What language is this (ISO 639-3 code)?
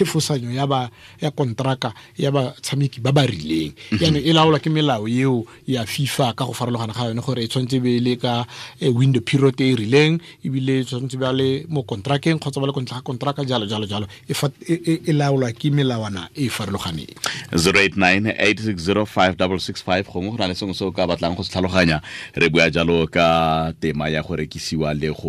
tsn